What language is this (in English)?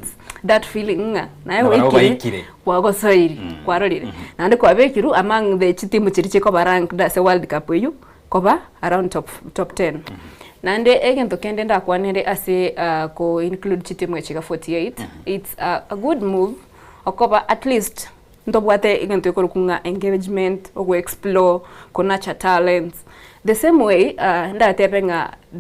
Gusii